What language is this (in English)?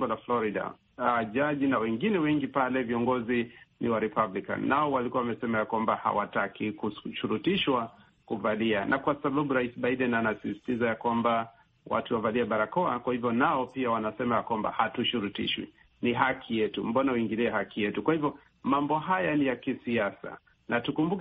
Swahili